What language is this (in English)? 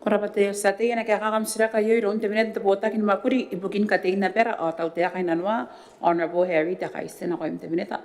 Gilbertese